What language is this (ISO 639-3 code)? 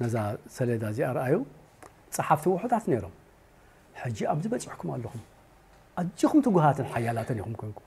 tir